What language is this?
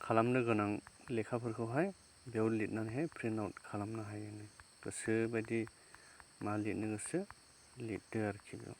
Bodo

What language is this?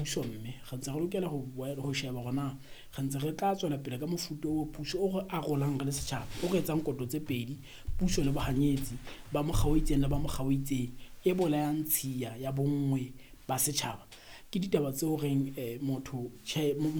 Southern Sotho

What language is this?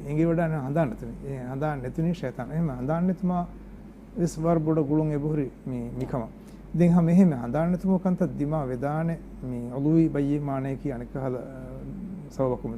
Divehi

